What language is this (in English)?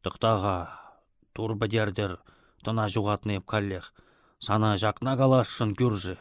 Chuvash